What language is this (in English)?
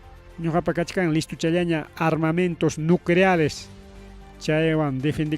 Ayacucho Quechua